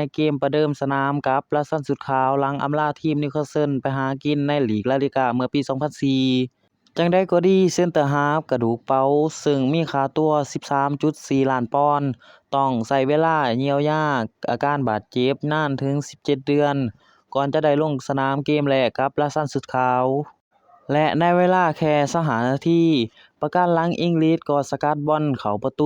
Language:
Lao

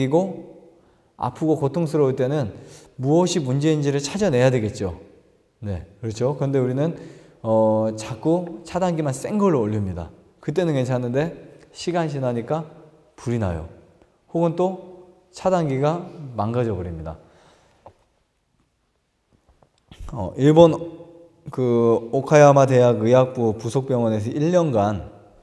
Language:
Korean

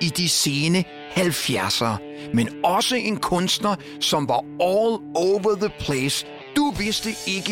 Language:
Danish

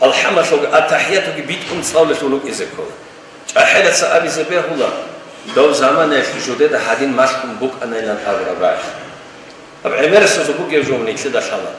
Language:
Avaric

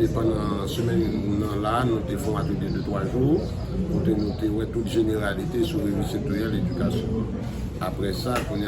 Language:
Haitian Creole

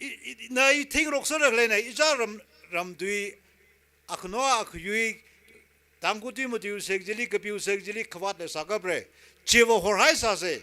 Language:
Tangkhul Naga (India)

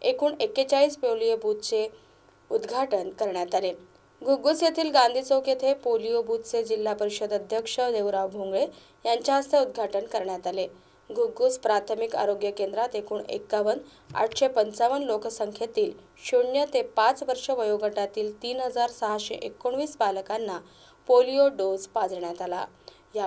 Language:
Marathi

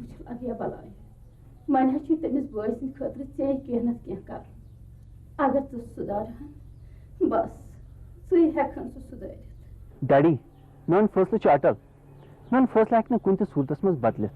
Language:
Kashmiri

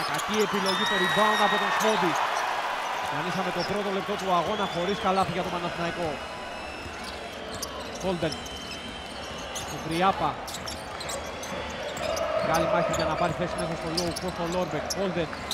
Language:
Greek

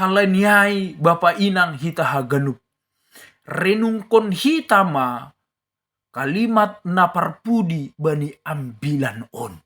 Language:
Batak Simalungun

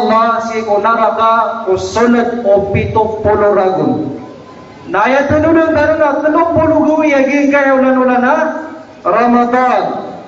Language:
Maranao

